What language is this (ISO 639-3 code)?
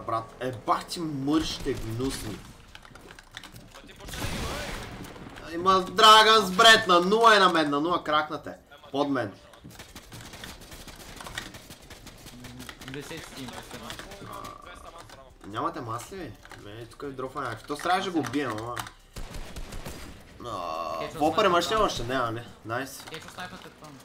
bul